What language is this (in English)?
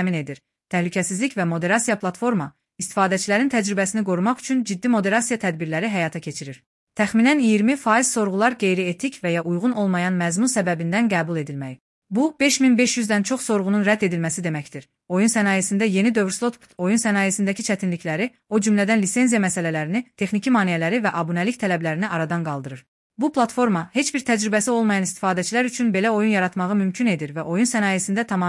Azerbaijani